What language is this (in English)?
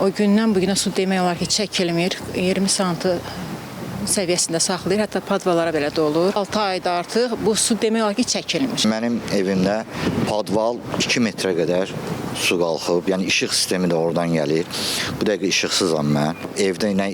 Azerbaijani